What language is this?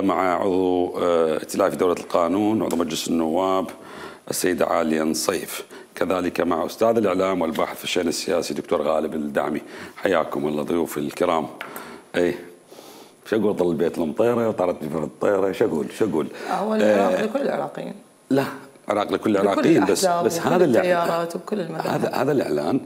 Mesopotamian Arabic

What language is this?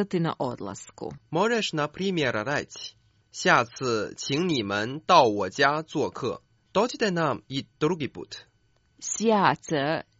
Croatian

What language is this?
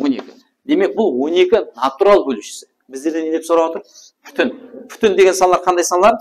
Kara-Kalpak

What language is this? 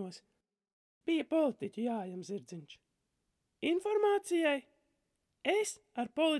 Latvian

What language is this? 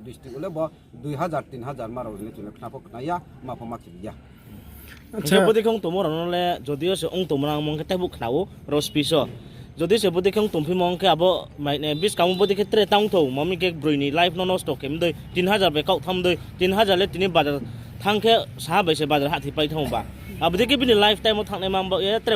Riang (India)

